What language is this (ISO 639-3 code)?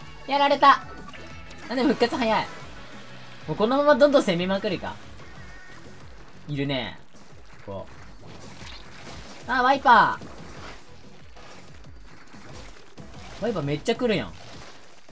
jpn